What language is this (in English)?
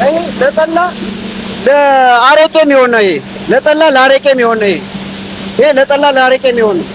Amharic